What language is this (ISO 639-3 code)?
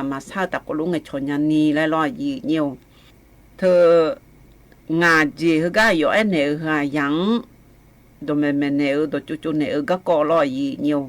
ahk